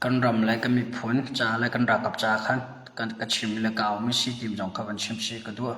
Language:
Hakha Chin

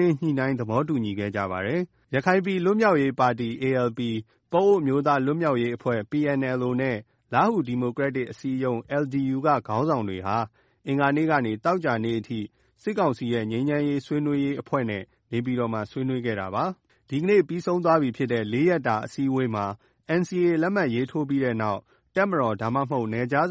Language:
Burmese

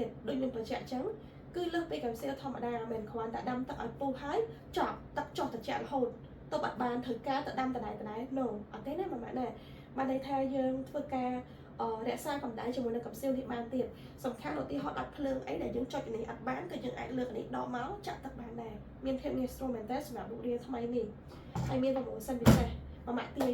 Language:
Khmer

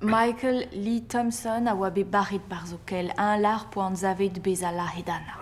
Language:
Breton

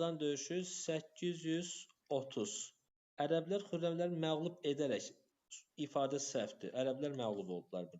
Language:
Azerbaijani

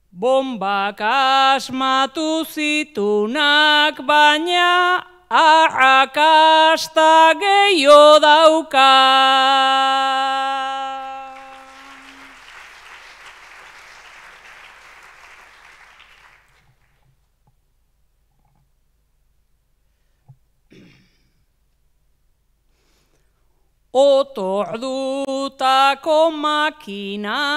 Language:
Basque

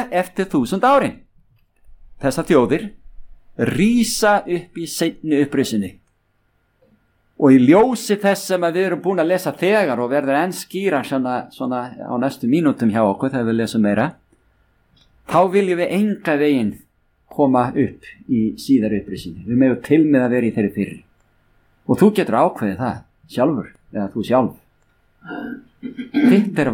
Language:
Icelandic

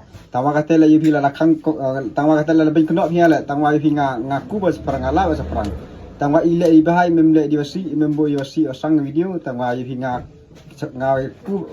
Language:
Khasi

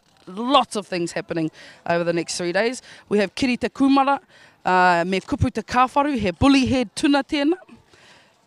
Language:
Māori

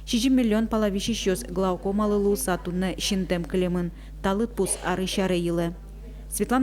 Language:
Udmurt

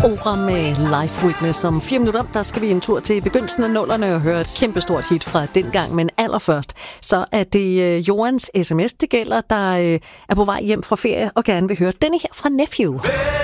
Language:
Danish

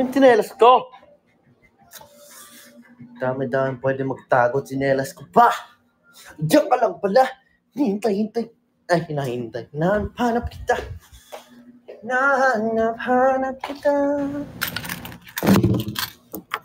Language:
Filipino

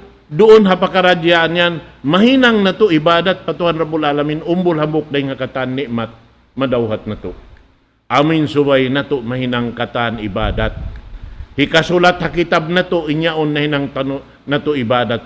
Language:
Tausug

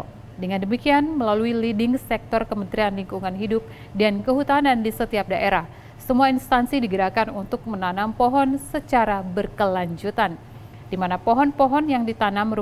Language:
Indonesian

